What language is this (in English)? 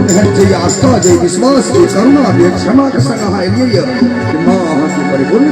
Maithili